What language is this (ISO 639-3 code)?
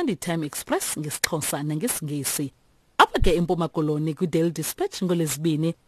xho